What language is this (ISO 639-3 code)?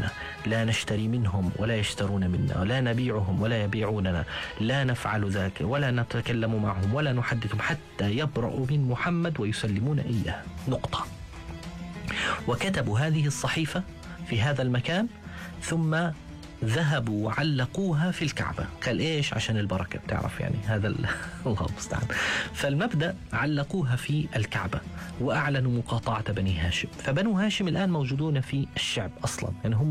ara